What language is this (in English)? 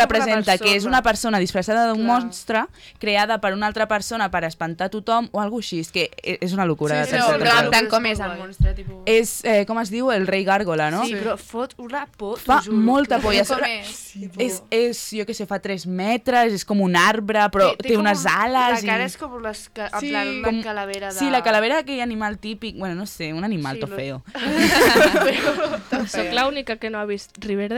Catalan